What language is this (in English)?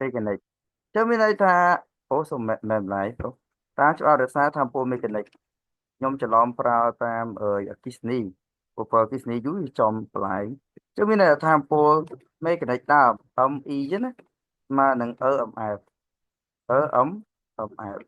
Khmer